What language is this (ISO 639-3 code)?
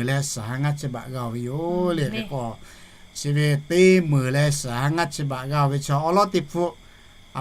lhu